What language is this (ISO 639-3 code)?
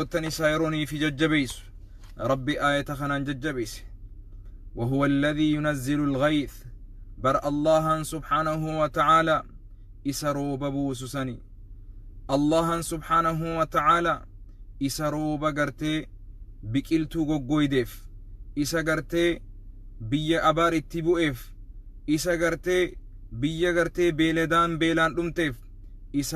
orm